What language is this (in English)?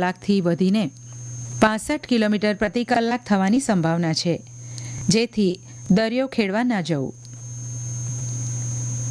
Gujarati